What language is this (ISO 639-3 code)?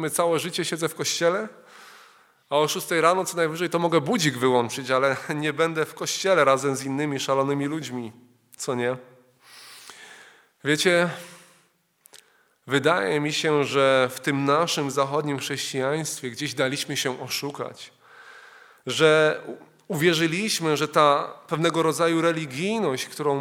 pol